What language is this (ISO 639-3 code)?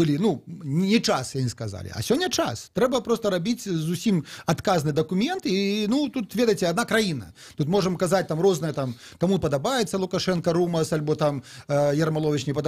bel